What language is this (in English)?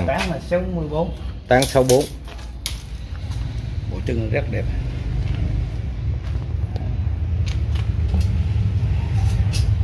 Vietnamese